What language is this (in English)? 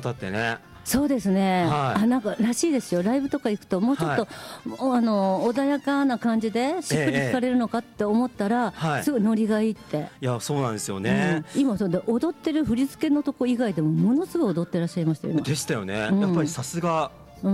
Japanese